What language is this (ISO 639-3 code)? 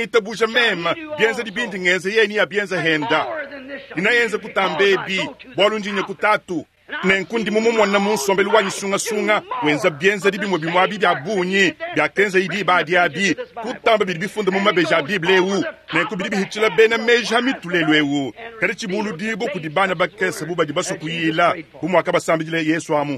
lua